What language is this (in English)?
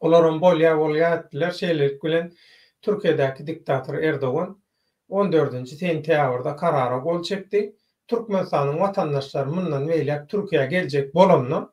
Turkmen